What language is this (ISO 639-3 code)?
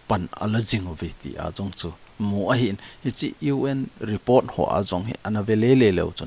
tcz